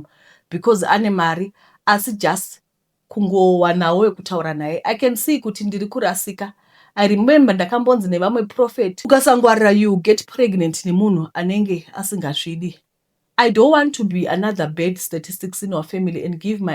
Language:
Shona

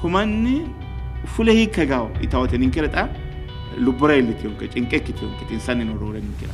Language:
Sidamo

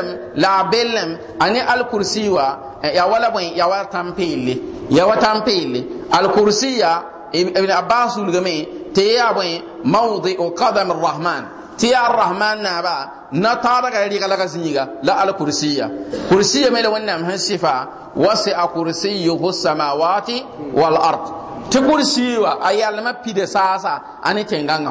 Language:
Mossi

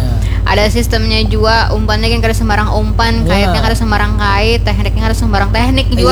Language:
Banjar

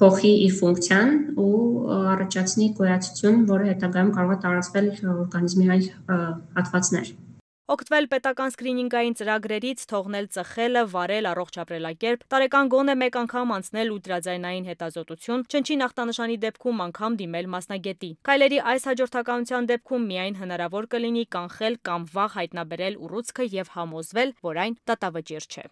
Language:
Armenian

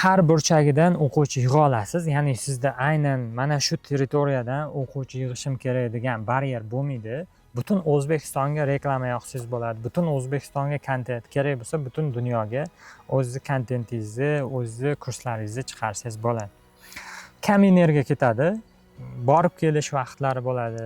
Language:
Uzbek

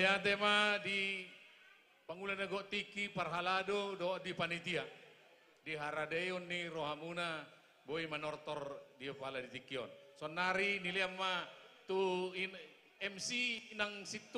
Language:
Batak Toba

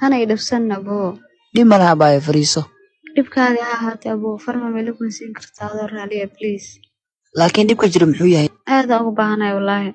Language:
Somali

